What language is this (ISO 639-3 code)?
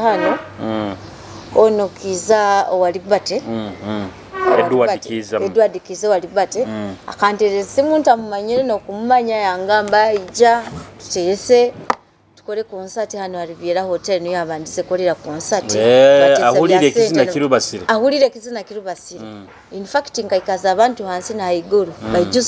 nyo